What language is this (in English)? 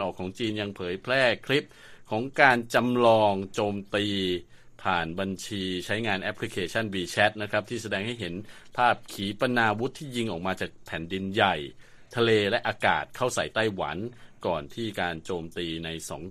Thai